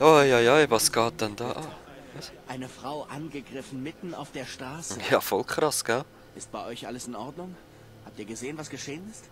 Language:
Swiss German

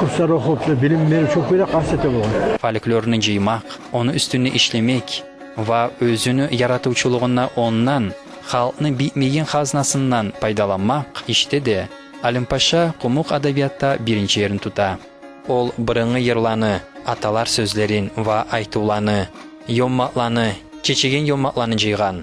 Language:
Kumyk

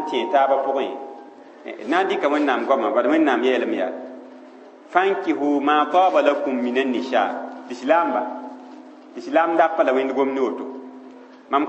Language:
Mossi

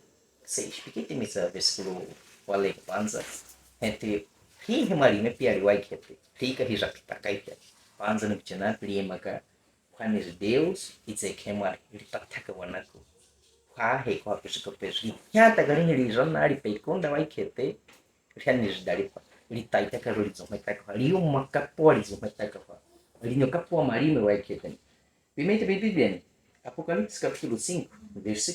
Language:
Baniwa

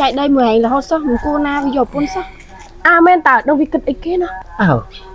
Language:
Khmer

